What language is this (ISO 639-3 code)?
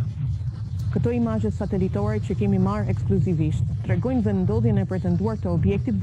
sqi